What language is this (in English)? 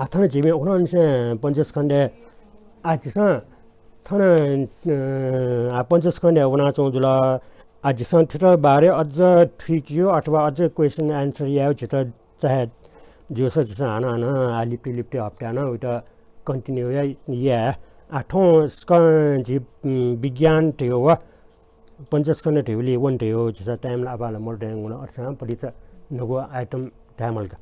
Newari